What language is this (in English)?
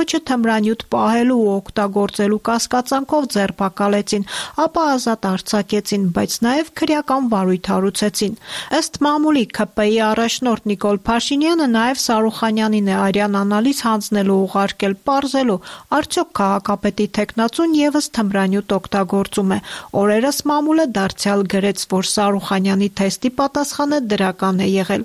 Armenian